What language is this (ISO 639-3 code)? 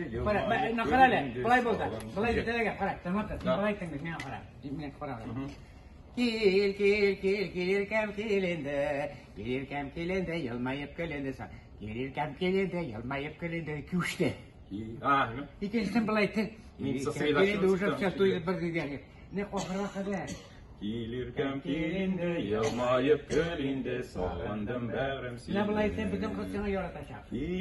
tat